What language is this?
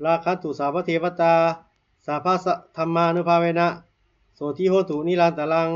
Pali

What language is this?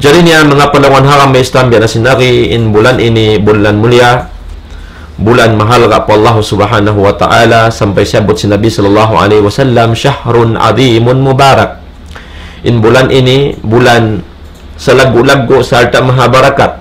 Tausug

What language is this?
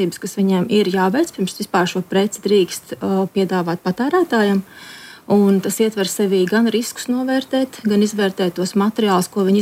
Latvian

